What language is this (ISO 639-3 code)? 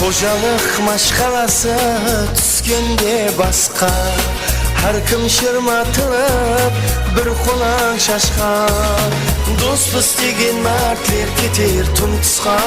kaa